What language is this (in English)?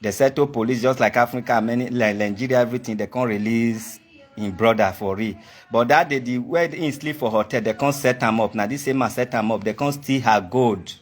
Nigerian Pidgin